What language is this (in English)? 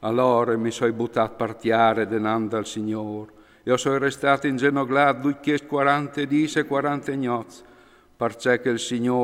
Friulian